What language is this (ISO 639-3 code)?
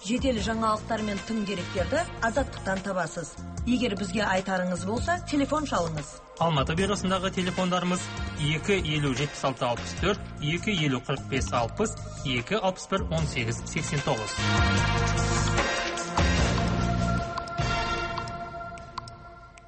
kaz